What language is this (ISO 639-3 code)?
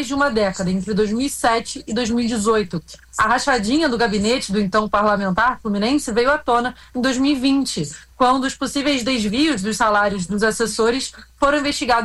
por